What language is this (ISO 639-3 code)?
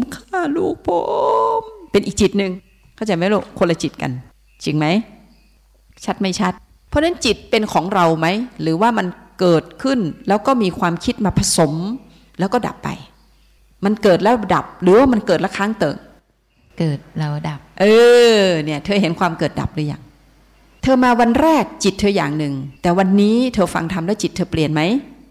tha